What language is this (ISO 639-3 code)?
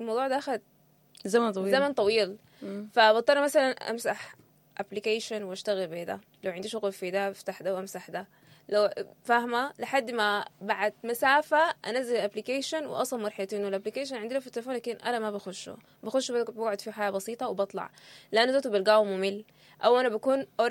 apd